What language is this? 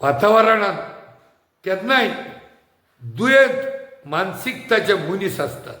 Konkani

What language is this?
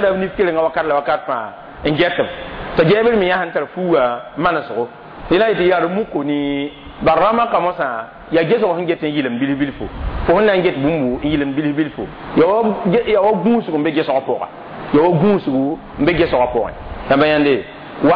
Mossi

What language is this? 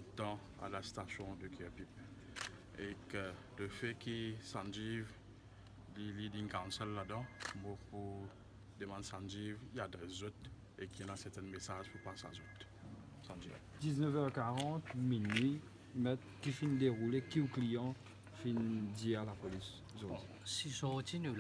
Morisyen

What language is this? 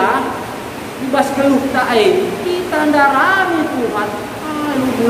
Batak Karo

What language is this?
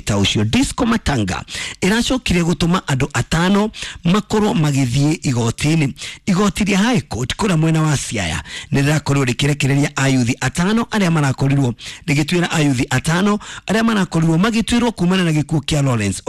Kikuyu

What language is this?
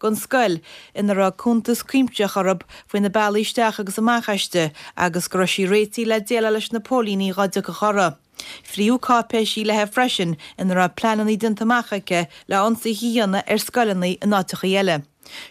Irish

